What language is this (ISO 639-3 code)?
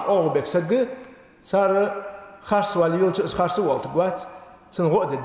inh